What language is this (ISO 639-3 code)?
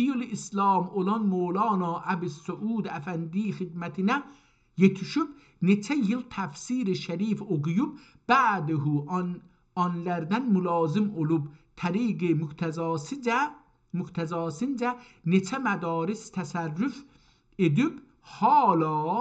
azb